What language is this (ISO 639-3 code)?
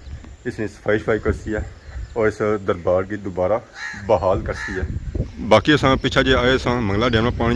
phr